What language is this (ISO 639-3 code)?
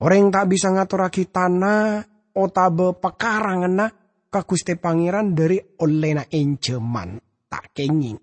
mad